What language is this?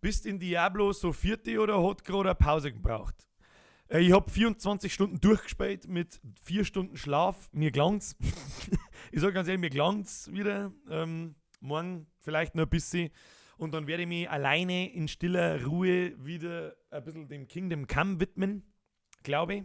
Bavarian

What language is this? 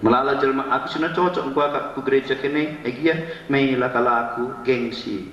Batak Karo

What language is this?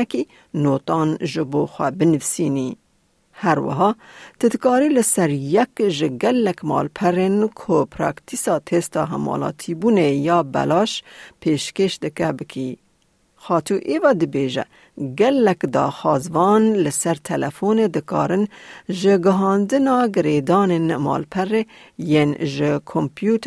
Kurdish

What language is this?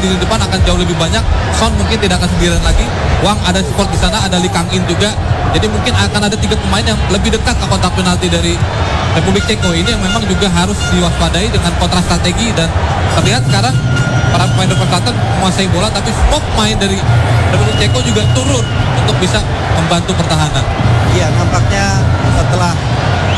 Indonesian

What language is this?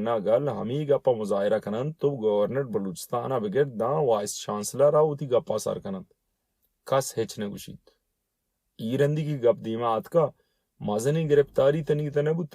Baluchi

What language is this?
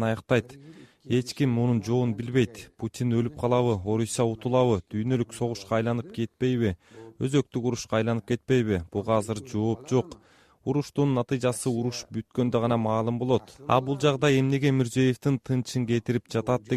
Kyrgyz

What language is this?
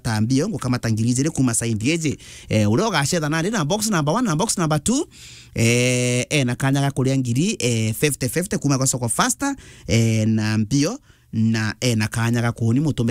Meru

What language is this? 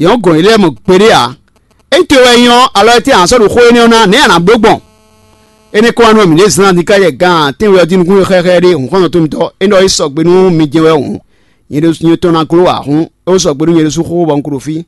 Fon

